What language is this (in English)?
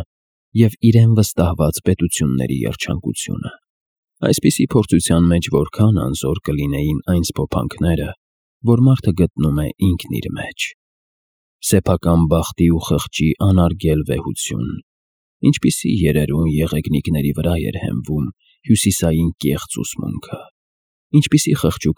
Armenian